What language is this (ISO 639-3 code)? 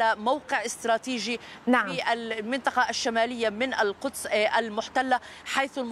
ara